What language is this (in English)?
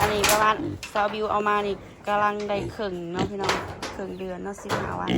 Northeastern Thai